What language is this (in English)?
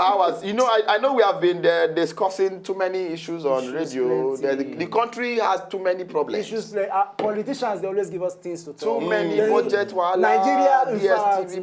Nigerian Pidgin